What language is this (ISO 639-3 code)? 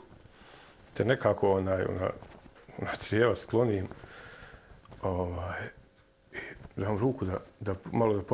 srp